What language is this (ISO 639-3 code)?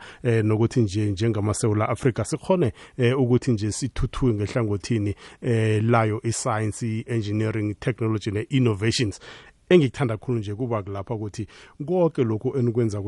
nbl